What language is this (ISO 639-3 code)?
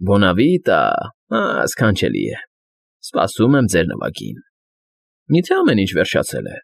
hye